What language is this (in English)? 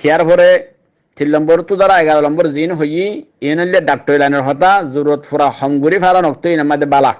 Rohingya